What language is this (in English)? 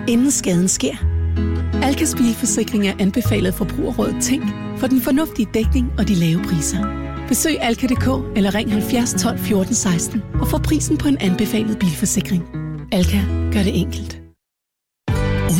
Danish